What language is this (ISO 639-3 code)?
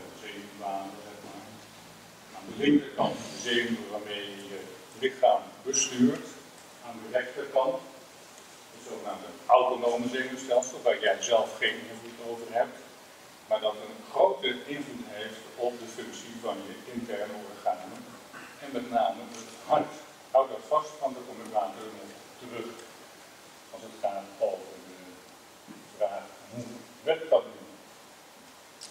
nld